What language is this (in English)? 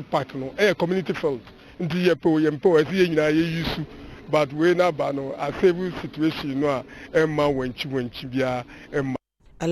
Akan